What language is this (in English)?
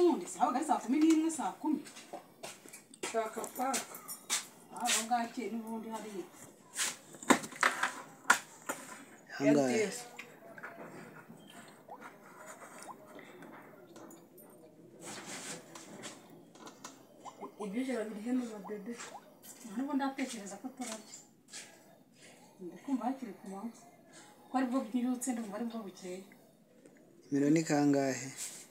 Kinyarwanda